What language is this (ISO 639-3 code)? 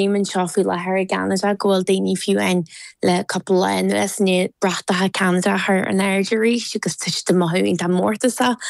gle